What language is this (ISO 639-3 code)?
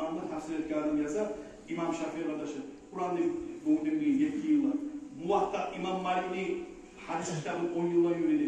kum